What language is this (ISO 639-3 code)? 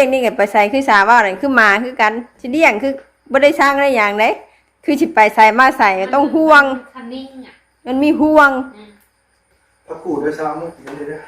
tts